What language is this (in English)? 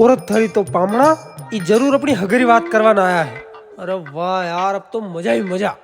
Rajasthani